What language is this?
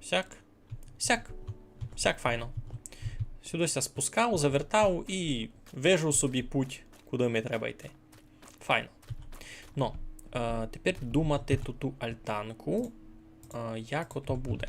Rusyn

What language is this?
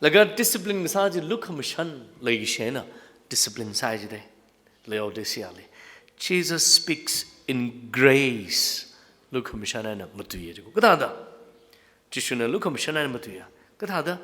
Tangkhul Naga (India)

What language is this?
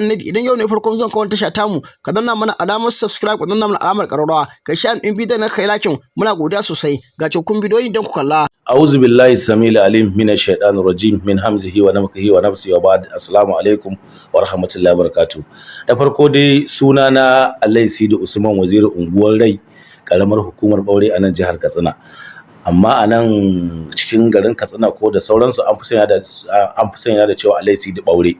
Hausa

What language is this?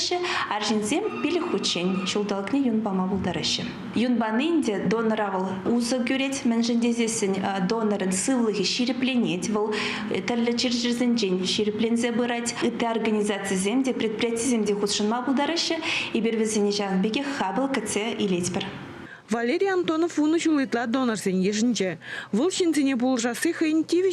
Chuvash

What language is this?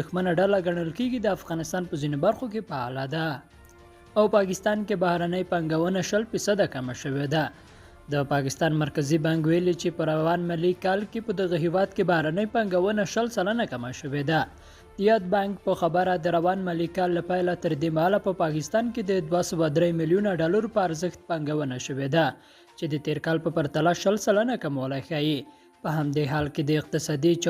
Pashto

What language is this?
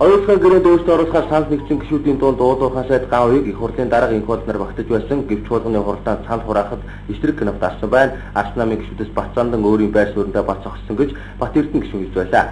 Mongolian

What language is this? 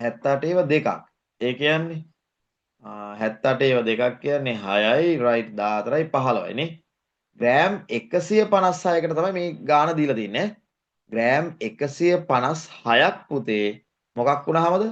Sinhala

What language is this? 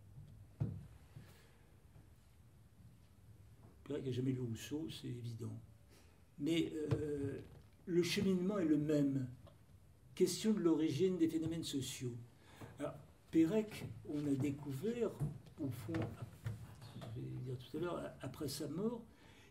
French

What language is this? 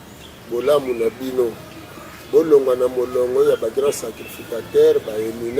Lingala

